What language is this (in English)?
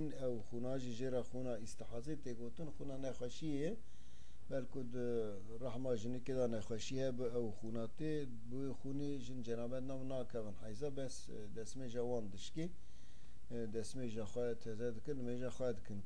Kurdish